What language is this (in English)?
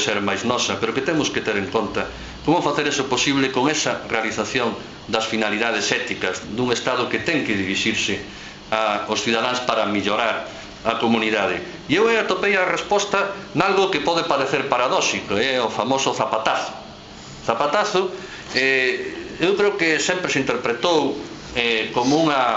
Galician